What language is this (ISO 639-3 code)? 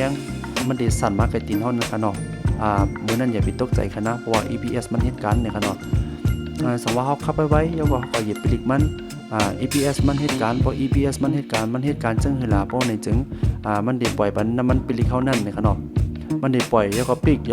shn